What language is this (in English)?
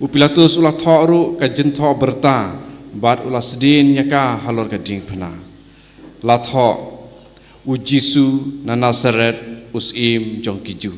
Khasi